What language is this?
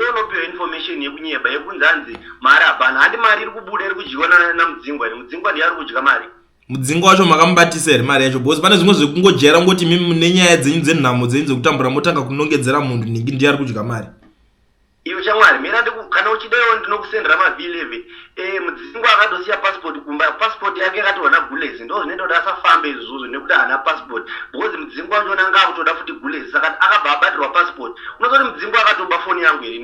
Shona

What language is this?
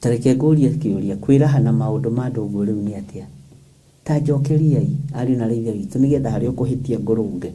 Kikuyu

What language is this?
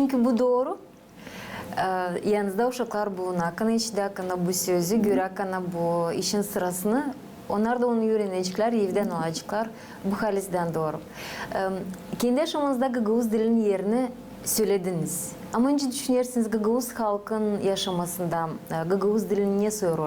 Gagauz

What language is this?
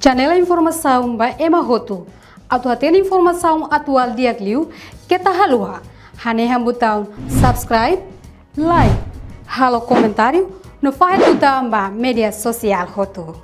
Tetum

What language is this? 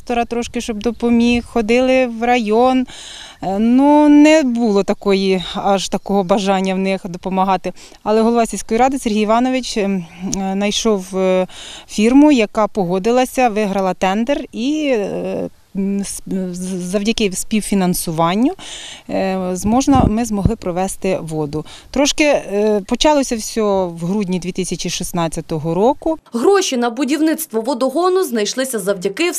Ukrainian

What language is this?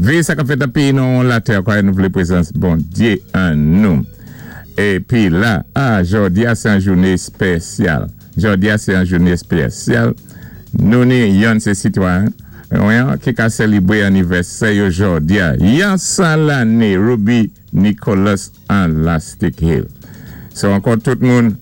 Saint Lucian Creole French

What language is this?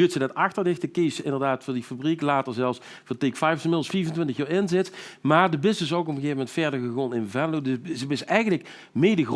Limburgish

